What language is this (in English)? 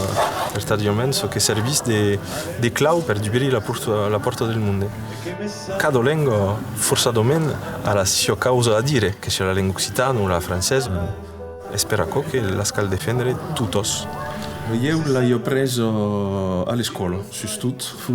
Occitan